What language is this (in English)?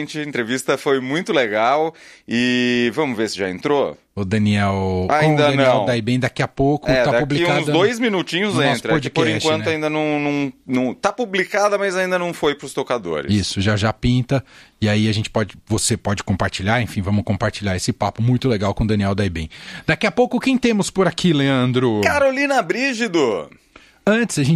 Portuguese